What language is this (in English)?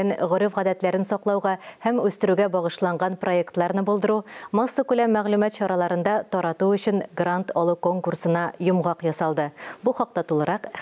Tatar